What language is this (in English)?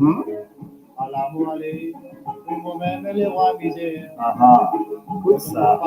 Morisyen